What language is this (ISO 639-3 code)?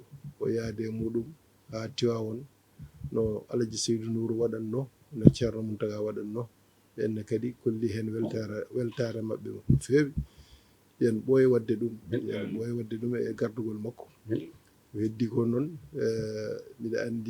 ful